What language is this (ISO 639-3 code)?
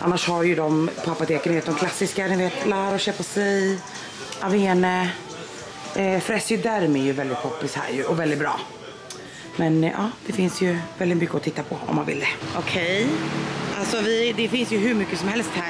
swe